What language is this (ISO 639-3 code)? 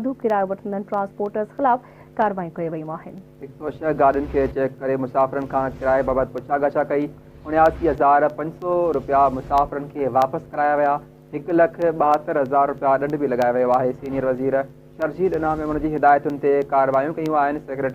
snd